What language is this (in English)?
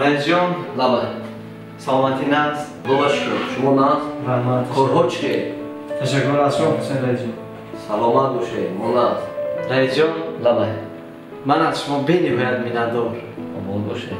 Tajik